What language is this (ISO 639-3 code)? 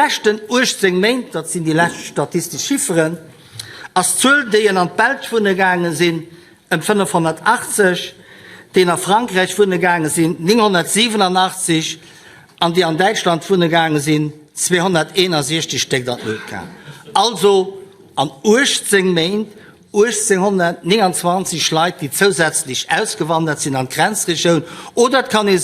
ltz